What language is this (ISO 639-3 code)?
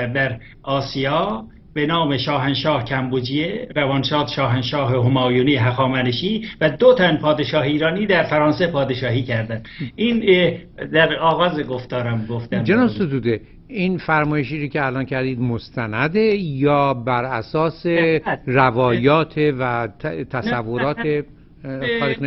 fas